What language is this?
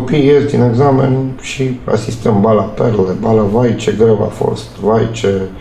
Romanian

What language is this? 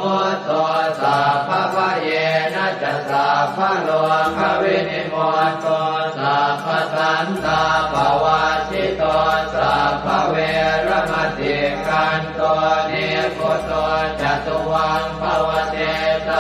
Pali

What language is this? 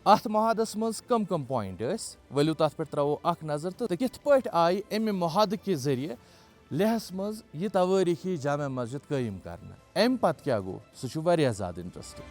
Kashmiri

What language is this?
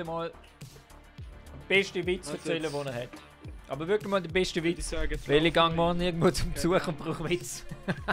Swiss German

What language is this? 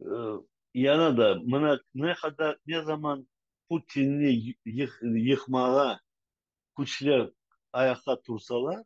Crimean Tatar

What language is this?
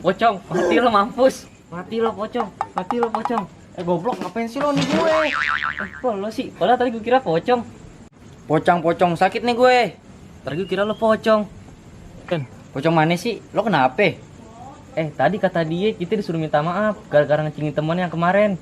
Betawi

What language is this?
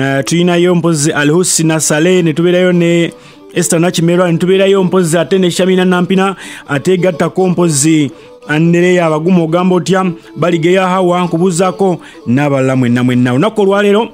Ganda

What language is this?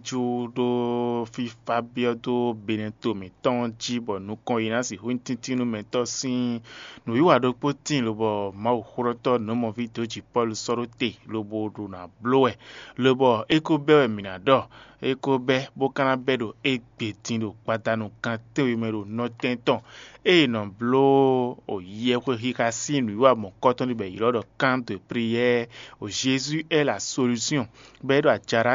Fon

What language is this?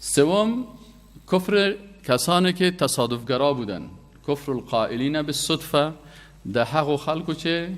Persian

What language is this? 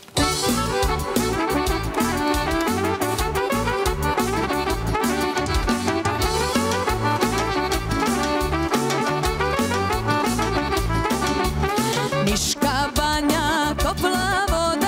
Serbian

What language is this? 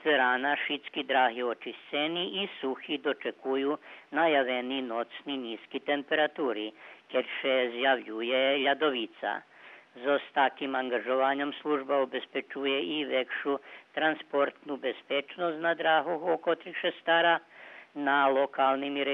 Rusyn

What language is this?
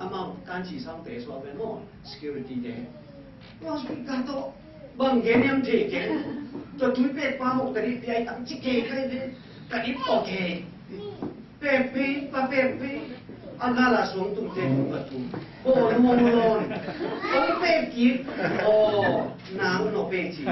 Tedim Chin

